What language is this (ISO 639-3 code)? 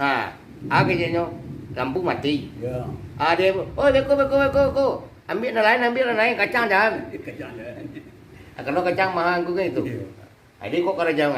min